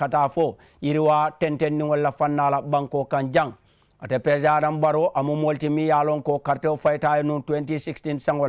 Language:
Mandingo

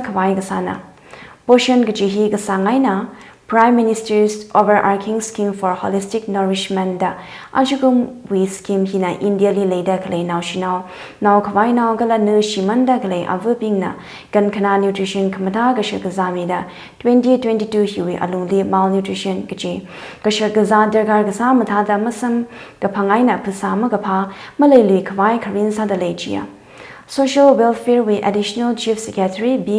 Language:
Tangkhul Naga (India)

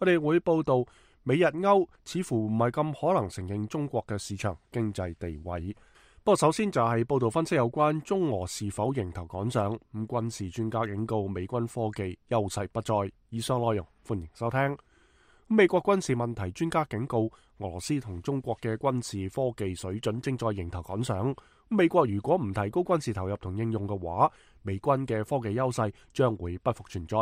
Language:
Cantonese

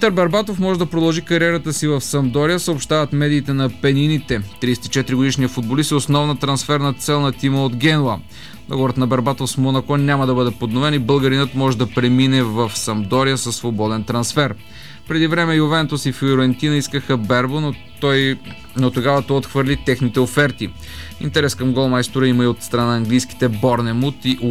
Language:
Bulgarian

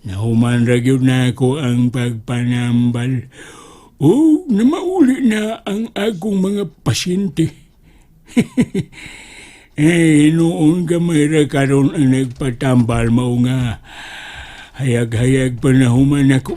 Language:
Cebuano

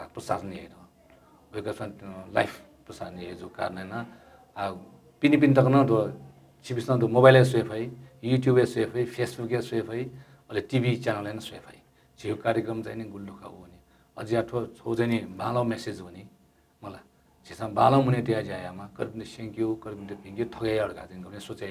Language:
Newari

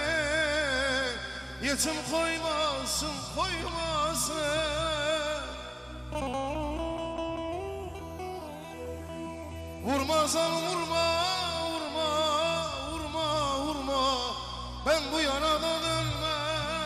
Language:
Turkish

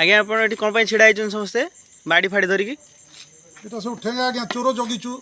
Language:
Odia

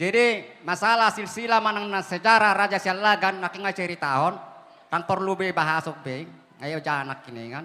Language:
Batak Toba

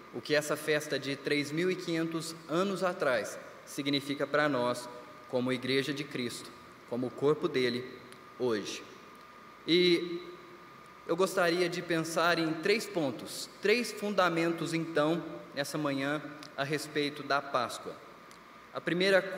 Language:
Portuguese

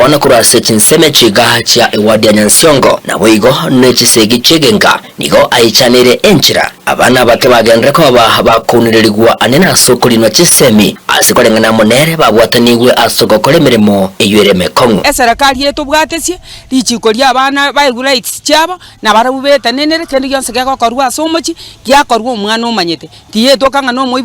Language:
Gusii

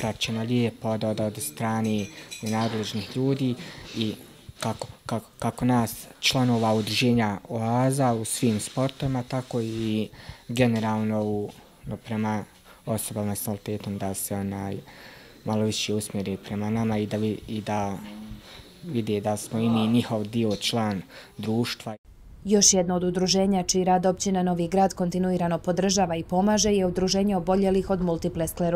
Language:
Bosnian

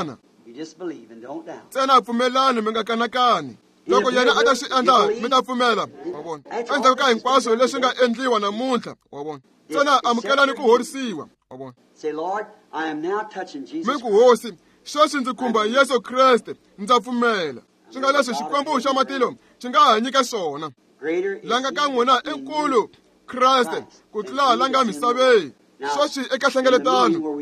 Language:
Tsonga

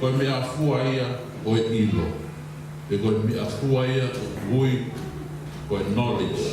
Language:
Tongan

